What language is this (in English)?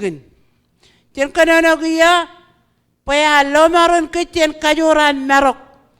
Marshallese